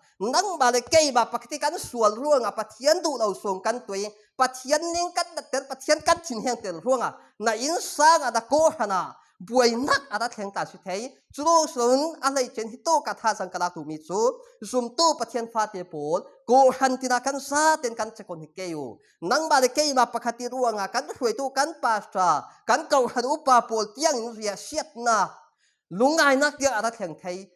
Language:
Falam Chin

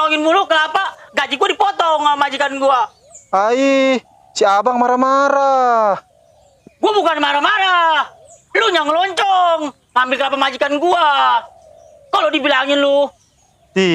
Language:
Betawi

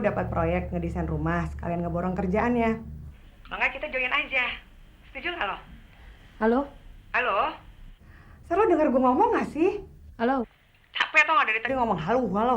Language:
Betawi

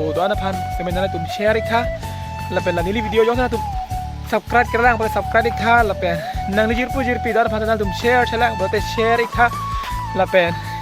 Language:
Karbi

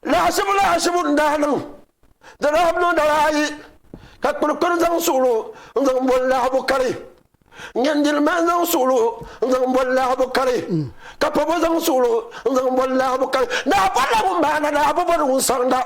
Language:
Dagbani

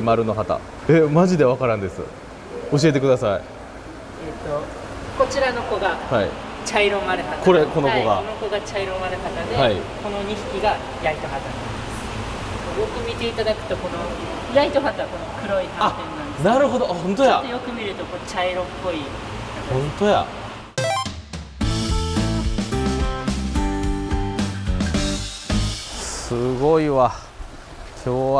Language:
Japanese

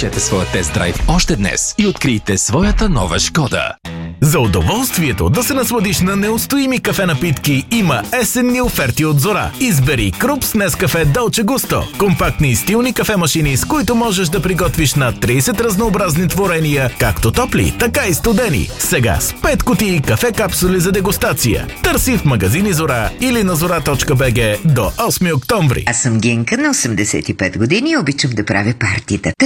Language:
Bulgarian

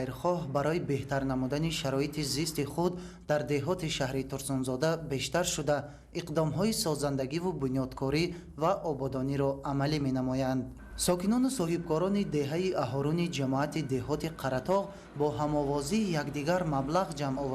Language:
Tajik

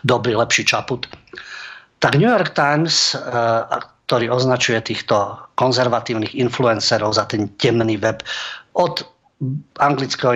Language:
Slovak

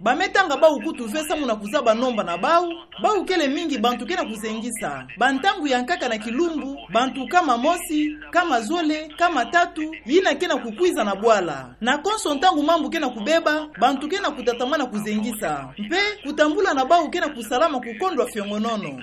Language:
Kituba (Democratic Republic of Congo)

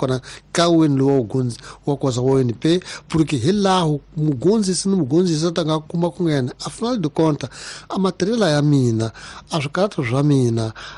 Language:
Tsonga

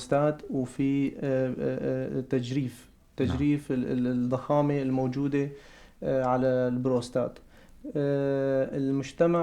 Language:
North Levantine Arabic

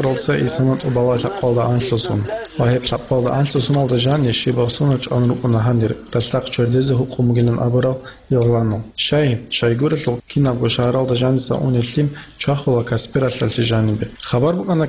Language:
Avaric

